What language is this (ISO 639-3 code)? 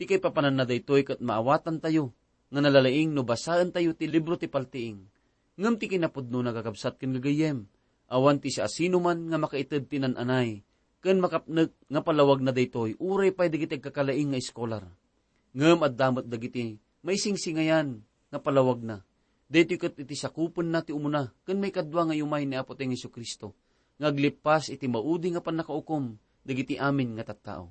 ilo